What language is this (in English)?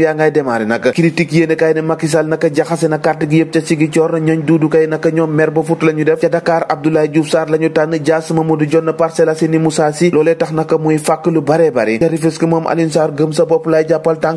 Wolof